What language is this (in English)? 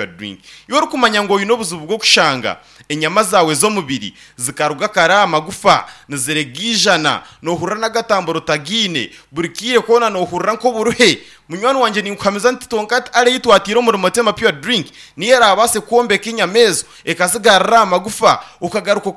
Nyankole